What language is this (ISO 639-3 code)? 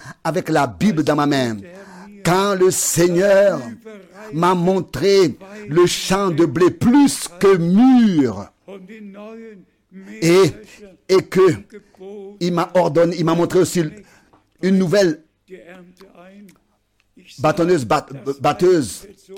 fra